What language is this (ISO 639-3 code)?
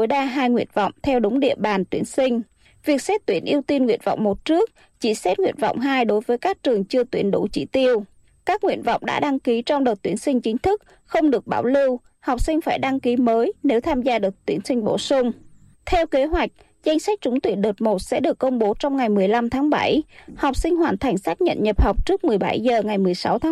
vie